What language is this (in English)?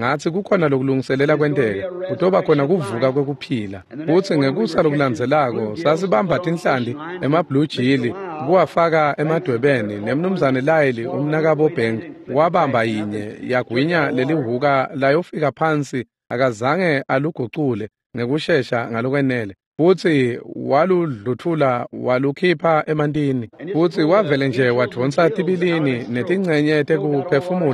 Swati